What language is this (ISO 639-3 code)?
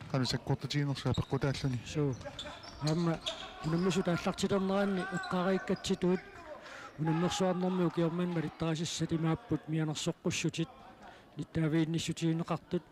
kal